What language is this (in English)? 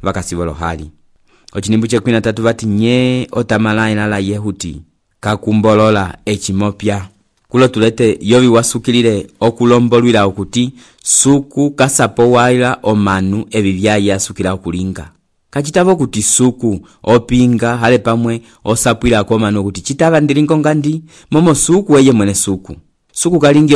Umbundu